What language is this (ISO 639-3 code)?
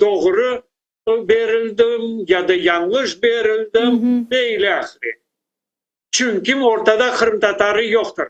crh